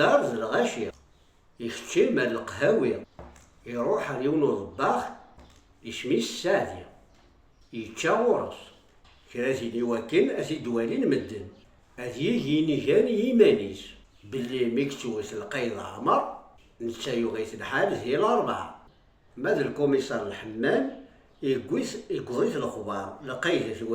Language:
Kabyle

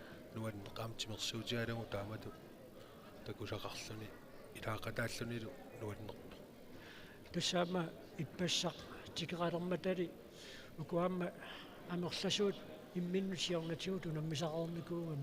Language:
Kalaallisut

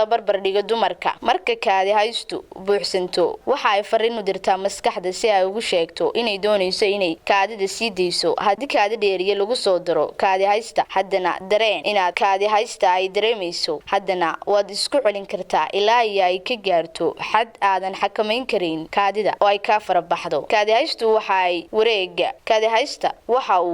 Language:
Somali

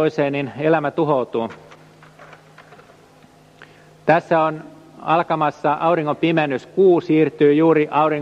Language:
Finnish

